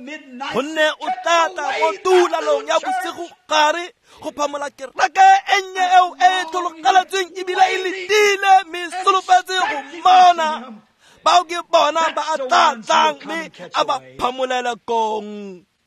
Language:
Tswana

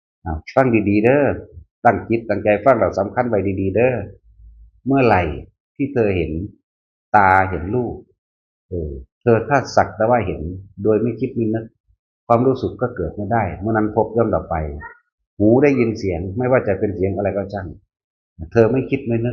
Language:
Northeastern Thai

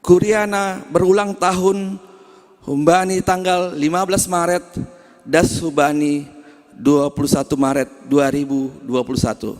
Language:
Batak Simalungun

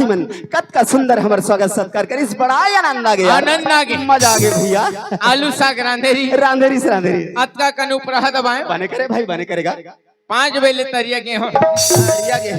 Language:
Chhattisgarhi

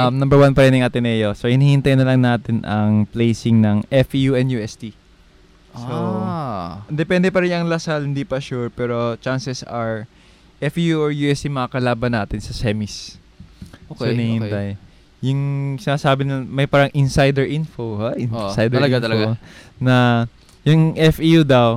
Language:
Filipino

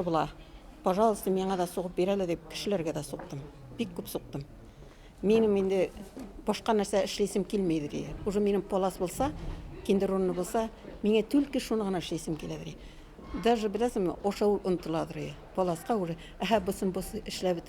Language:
Bashkir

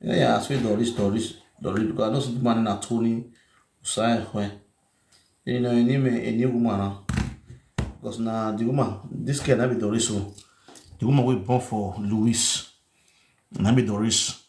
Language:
Nigerian Pidgin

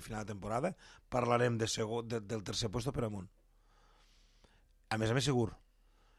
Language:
Catalan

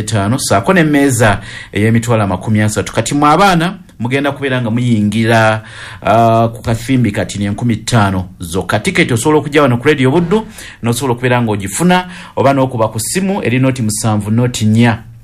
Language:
Ganda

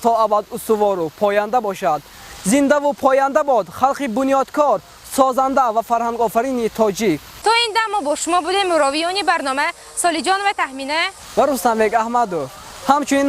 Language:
Tajik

